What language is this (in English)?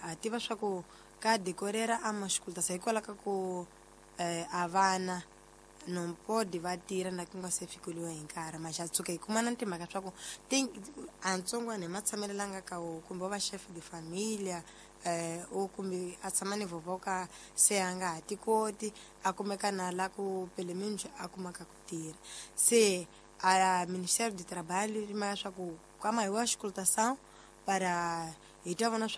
Tsonga